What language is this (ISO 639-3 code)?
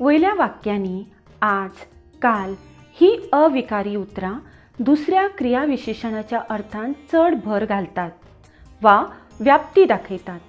kok